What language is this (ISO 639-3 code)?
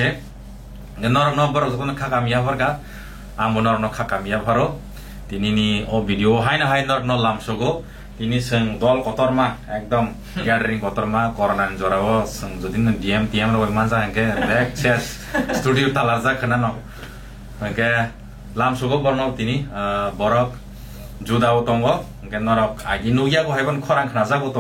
trp